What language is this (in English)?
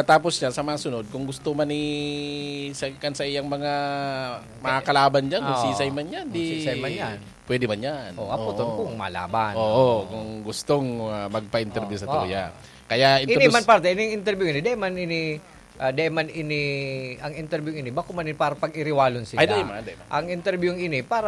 Bikol